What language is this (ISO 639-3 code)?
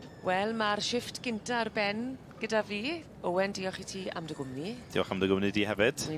cym